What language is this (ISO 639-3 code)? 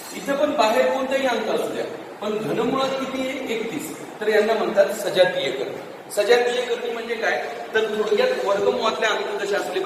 mar